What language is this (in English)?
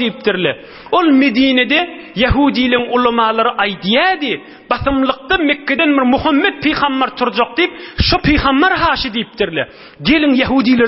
Turkmen